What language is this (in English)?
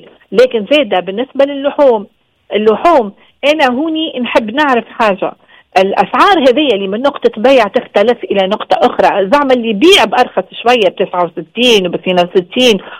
Tunisian Arabic